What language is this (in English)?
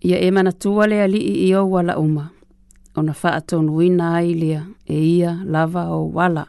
Samoan